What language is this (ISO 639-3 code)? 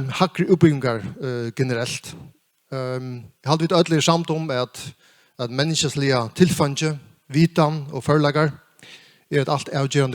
fao